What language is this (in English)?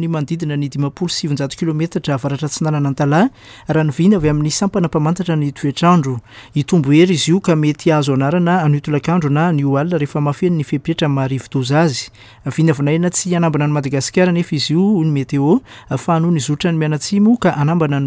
Malagasy